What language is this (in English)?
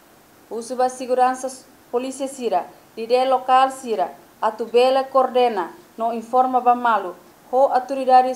Tetum